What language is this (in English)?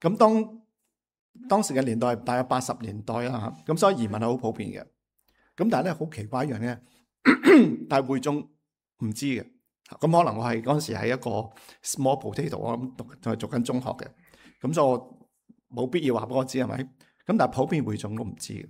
Cantonese